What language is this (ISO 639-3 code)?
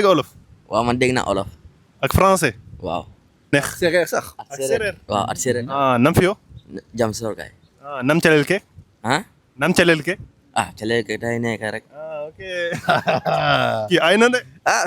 wol